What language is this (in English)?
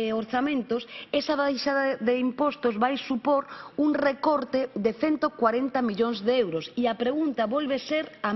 Galician